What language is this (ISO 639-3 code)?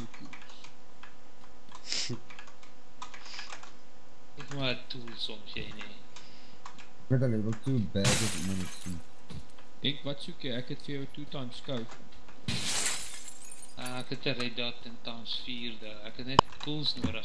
afr